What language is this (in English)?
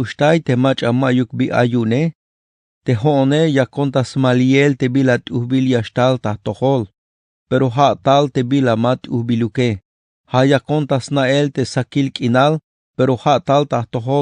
Tzeltal